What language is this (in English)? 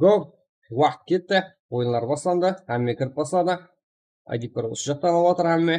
Kara-Kalpak